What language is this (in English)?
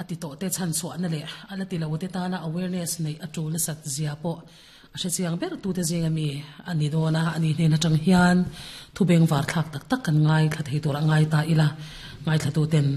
Mizo